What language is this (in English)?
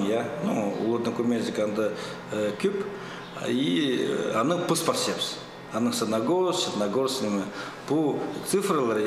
Khakas